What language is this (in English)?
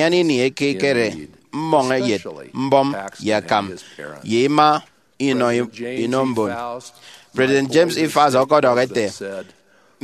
Efik